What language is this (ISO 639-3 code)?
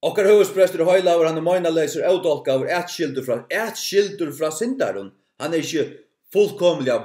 fao